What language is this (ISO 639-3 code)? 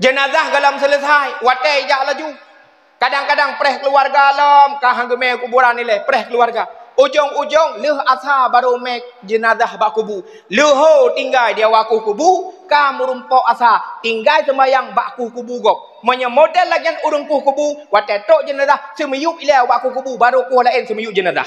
ace